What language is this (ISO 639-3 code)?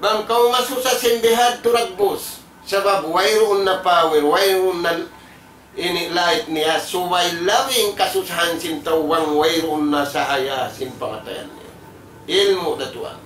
tsg